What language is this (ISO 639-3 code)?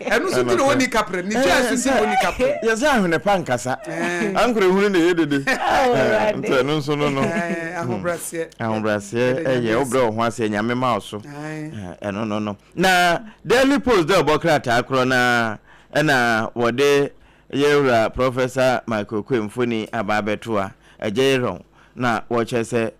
aka